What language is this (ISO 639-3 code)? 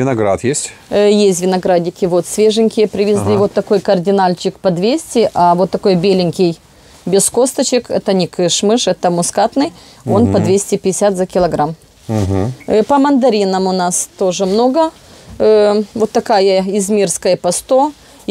rus